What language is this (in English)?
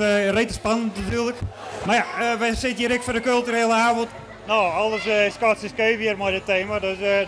Western Frisian